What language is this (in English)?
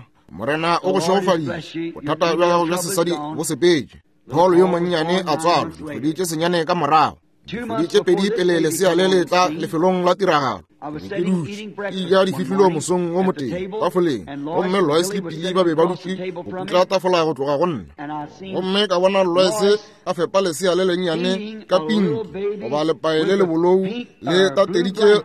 Northern Sotho